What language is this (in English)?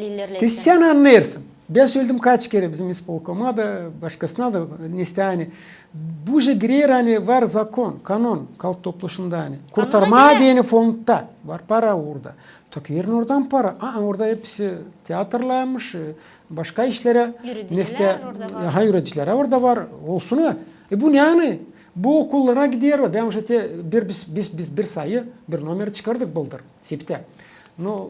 Gagauz